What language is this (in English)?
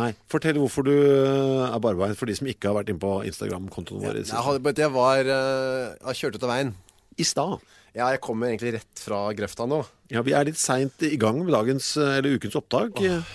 Norwegian